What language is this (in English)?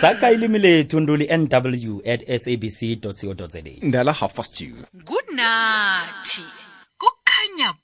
South Ndebele